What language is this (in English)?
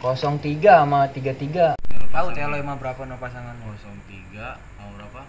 Betawi